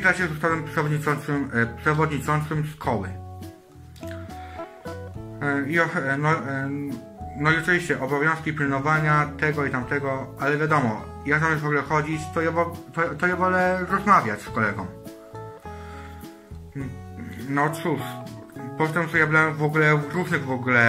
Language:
Polish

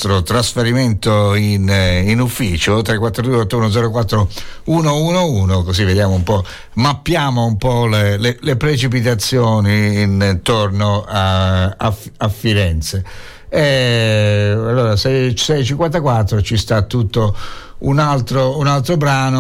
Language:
Italian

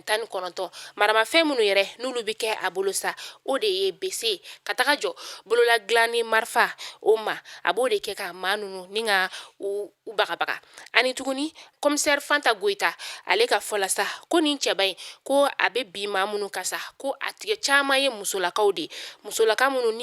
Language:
Bambara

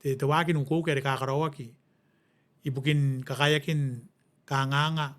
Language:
Gilbertese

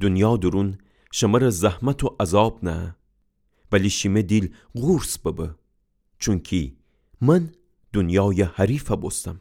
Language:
Gilaki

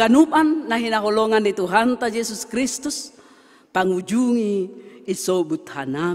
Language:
Batak Simalungun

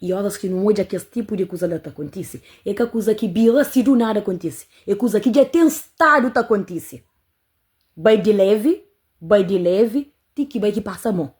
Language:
Kabuverdianu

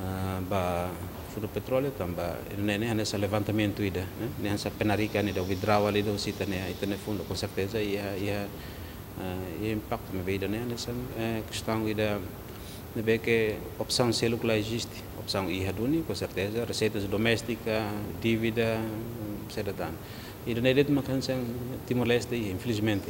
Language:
Tetum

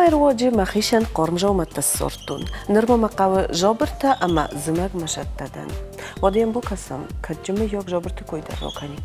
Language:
Ossetic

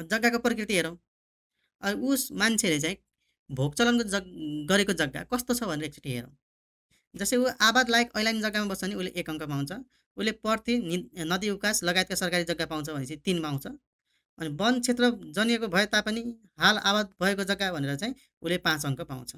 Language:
Nepali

